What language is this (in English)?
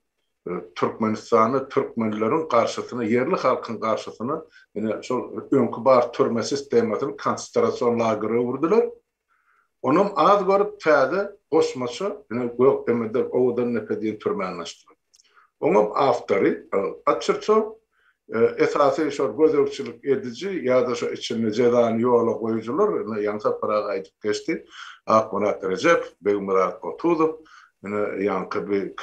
Turkmen